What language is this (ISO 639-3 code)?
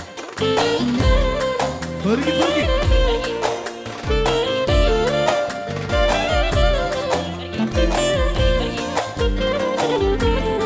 tur